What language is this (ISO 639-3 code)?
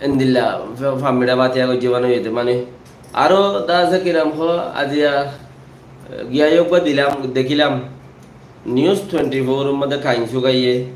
rhg